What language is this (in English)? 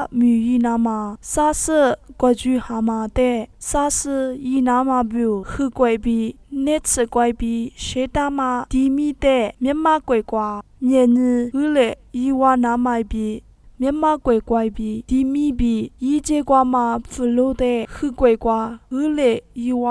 Lisu